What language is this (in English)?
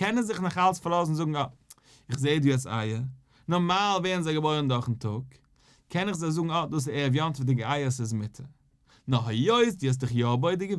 Yiddish